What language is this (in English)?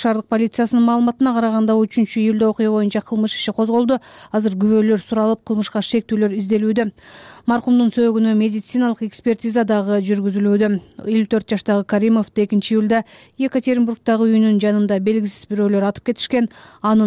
Kyrgyz